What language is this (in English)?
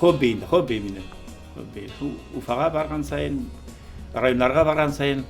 Bashkir